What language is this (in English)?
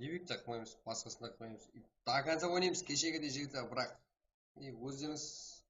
Kara-Kalpak